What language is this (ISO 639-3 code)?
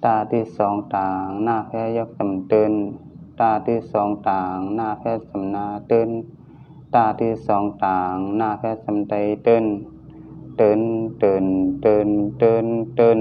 shn